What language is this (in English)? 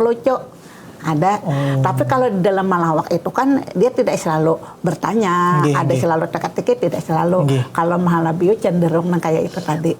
Banjar